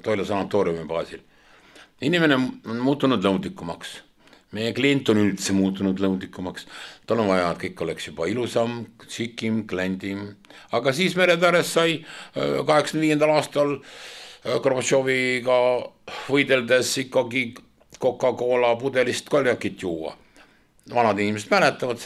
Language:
Estonian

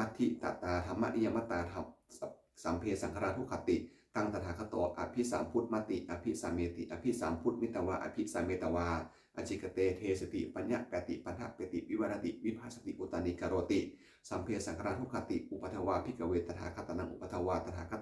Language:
Pali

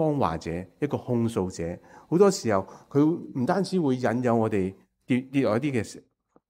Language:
Cantonese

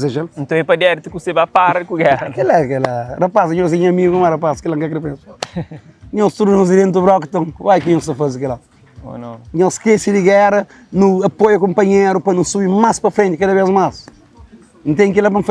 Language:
Kabuverdianu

